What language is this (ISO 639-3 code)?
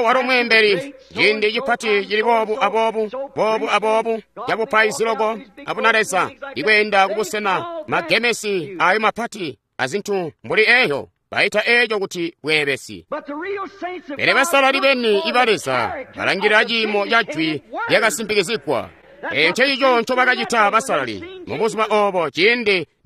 toi